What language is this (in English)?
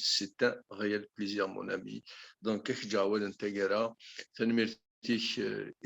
Kabyle